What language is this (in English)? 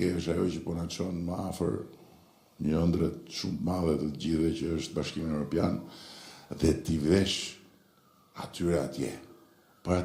Albanian